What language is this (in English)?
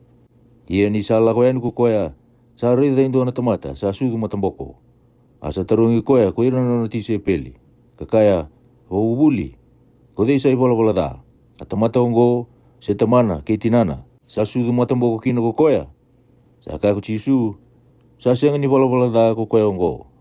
Fijian